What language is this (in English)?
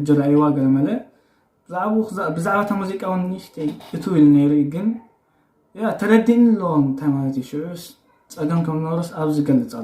Tigrinya